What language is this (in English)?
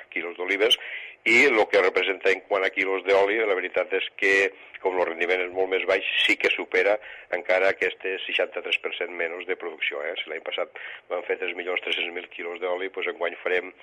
Catalan